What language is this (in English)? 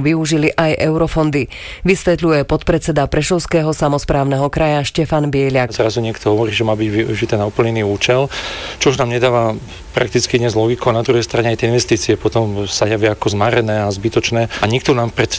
Slovak